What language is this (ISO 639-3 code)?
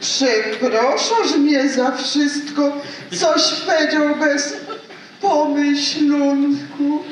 szl